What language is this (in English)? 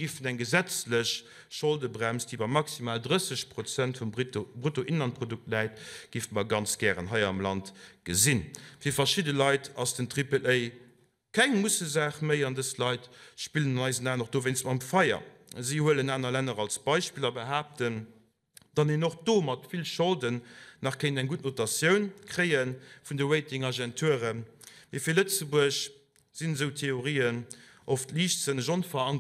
Luxembourgish